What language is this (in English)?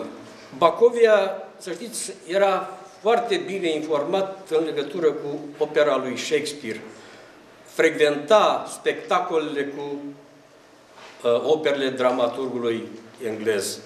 Romanian